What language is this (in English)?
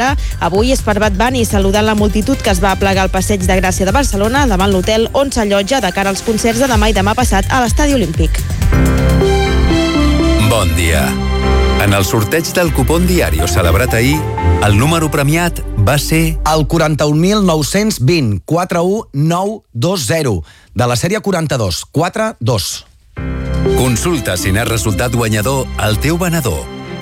Catalan